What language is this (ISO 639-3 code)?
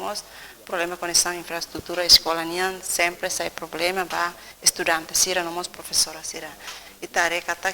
tet